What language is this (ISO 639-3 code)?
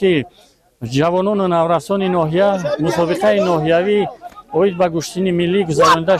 tgk